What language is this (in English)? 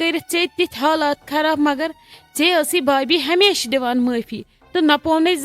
Kashmiri